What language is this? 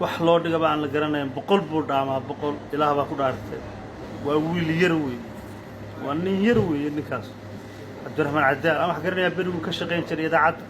Somali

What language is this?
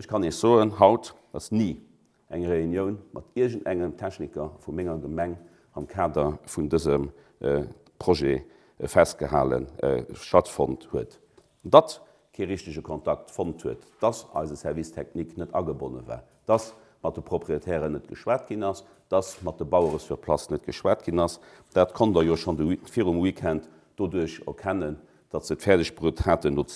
Luxembourgish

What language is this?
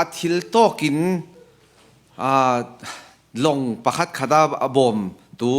Falam Chin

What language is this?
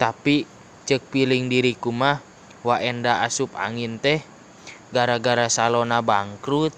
Sundanese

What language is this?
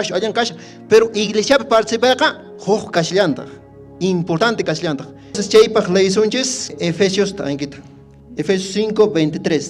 Quechua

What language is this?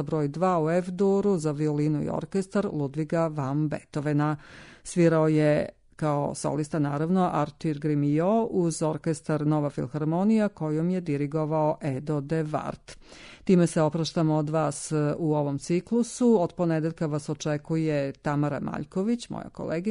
Serbian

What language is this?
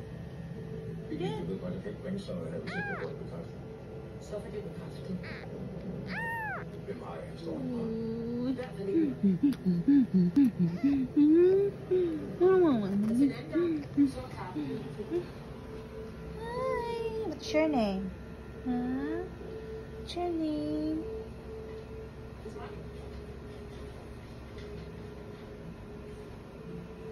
Danish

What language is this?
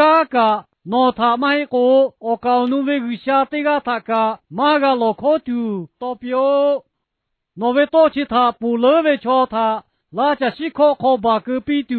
Lahu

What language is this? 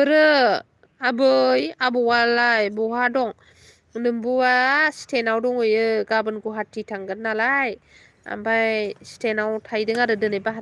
Bodo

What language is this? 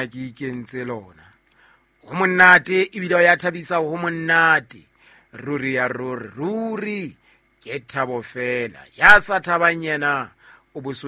Southern Sotho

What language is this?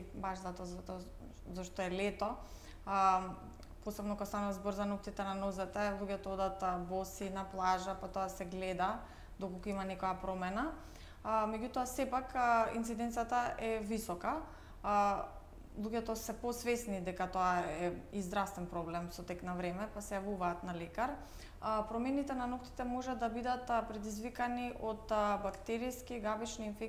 Macedonian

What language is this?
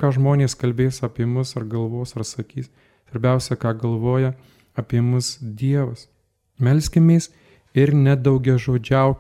Lithuanian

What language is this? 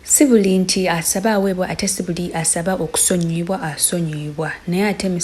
Ganda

